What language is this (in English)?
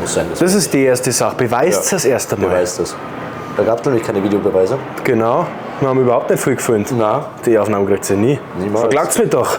Bavarian